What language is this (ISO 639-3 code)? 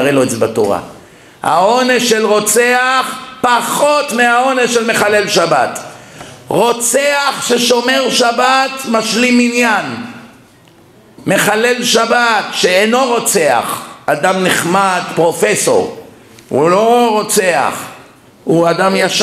heb